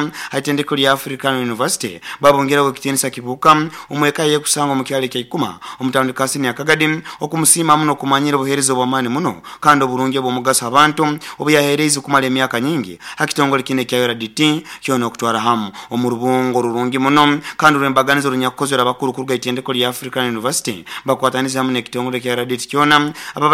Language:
Nyoro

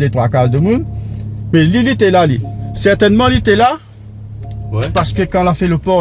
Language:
Réunion Creole French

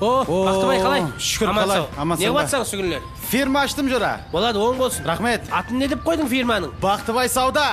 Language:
Kara-Kalpak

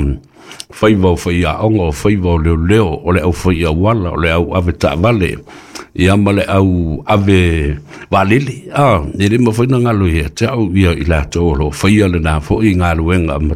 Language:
Samoan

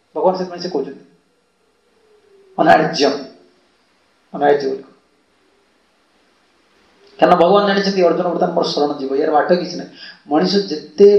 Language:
Odia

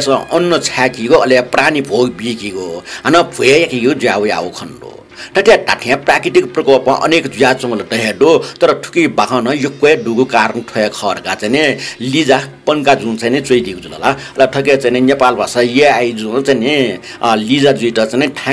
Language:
Newari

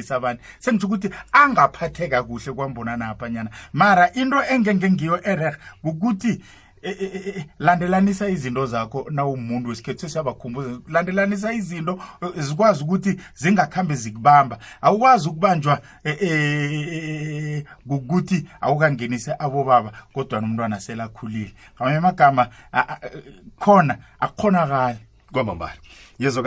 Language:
South Ndebele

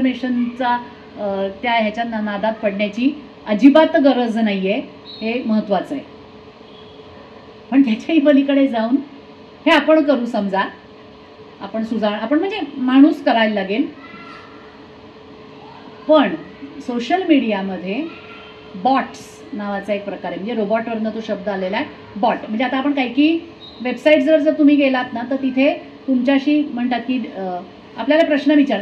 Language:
Marathi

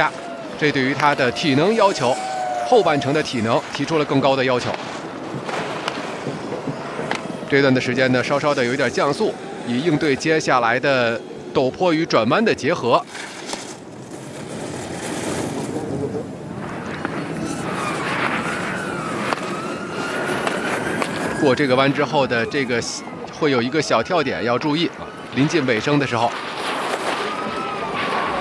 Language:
Chinese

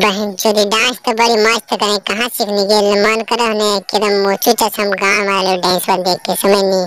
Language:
Magahi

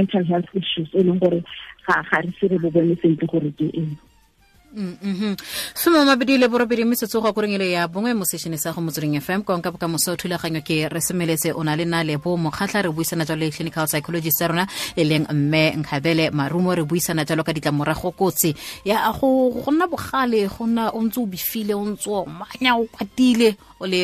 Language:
Tswana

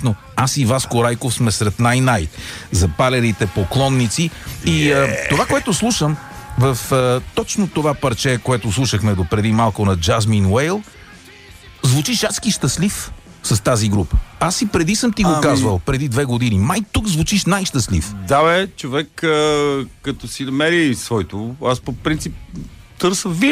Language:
Bulgarian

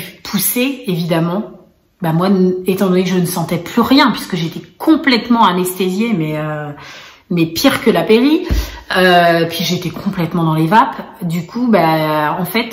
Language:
French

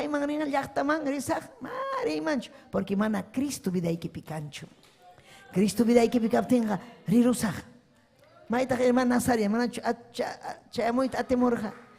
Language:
Ayacucho Quechua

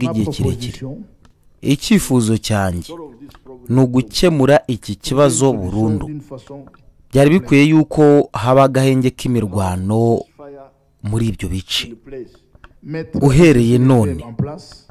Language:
Kinyarwanda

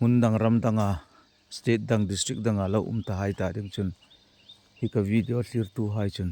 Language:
Hmar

